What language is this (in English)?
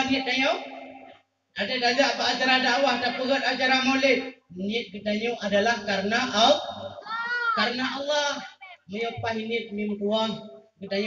Achinese